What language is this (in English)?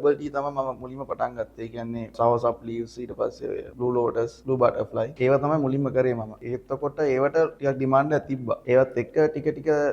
Sinhala